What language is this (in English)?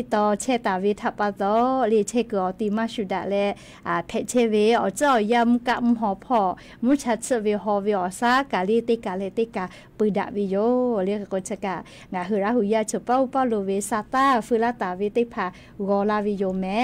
Lahu